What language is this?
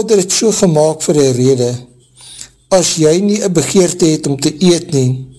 Afrikaans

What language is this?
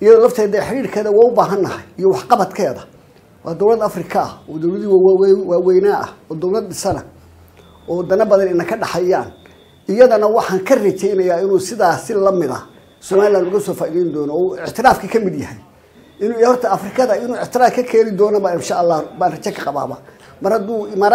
Somali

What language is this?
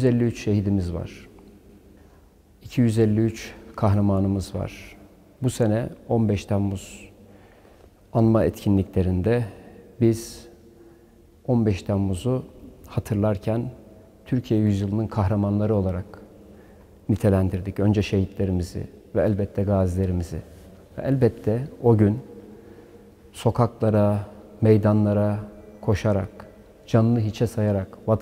Turkish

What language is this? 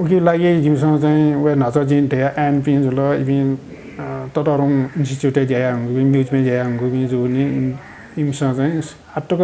Newari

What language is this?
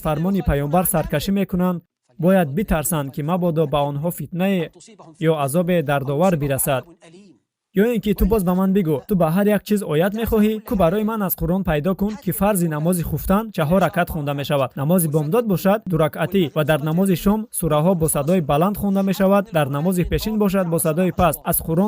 Tajik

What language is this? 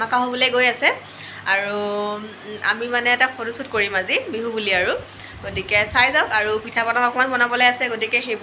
Assamese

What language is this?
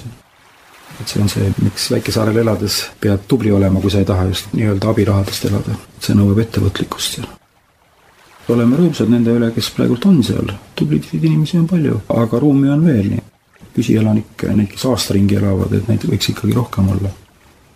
Estonian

